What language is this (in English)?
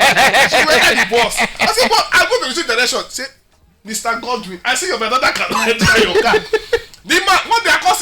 Nigerian Pidgin